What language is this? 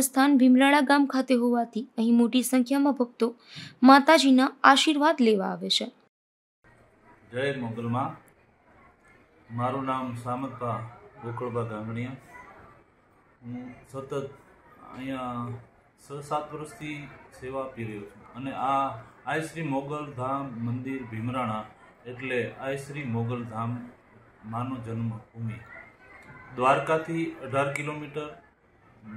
Gujarati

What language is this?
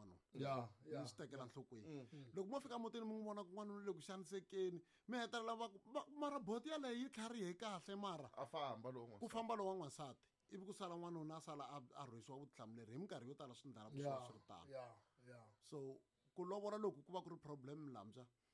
Tsonga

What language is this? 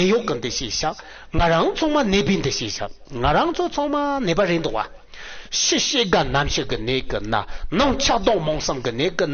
Tibetan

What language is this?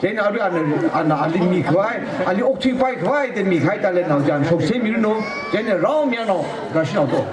Tangkhul Naga (India)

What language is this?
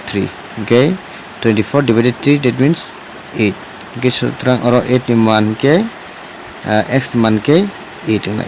Kok Borok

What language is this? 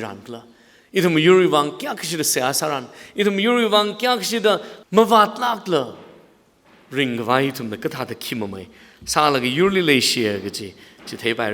Tangkhul Naga (India)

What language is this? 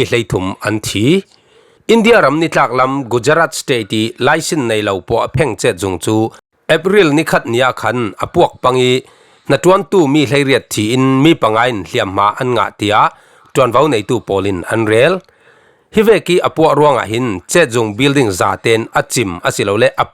Falam Chin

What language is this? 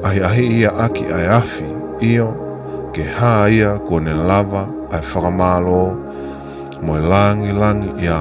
Tongan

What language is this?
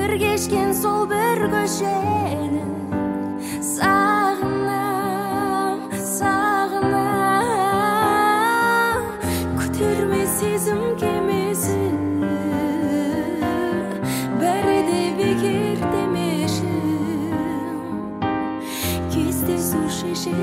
Kazakh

